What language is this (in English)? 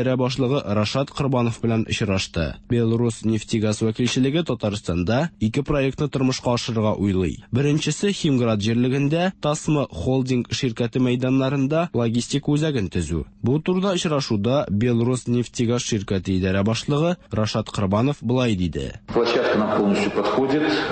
Tatar